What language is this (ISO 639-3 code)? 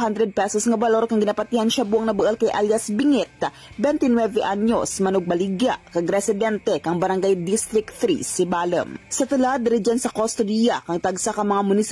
hil